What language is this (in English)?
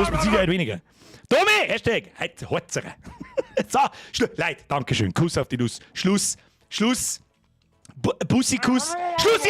Bavarian